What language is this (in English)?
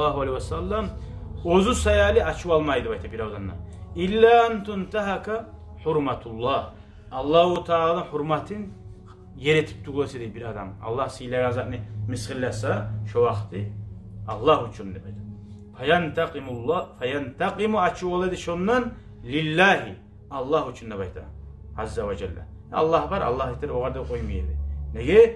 Kumyk